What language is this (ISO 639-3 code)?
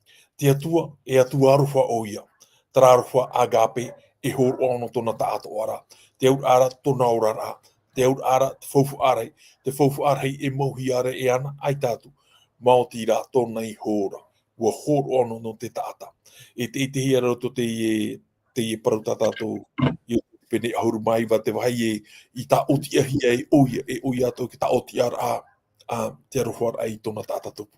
tah